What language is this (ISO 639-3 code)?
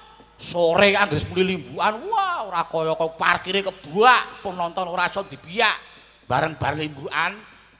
jav